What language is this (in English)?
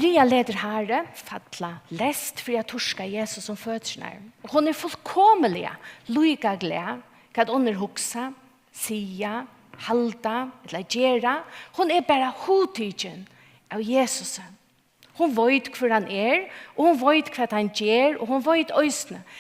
Faroese